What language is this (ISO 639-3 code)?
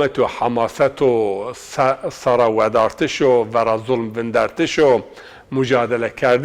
zza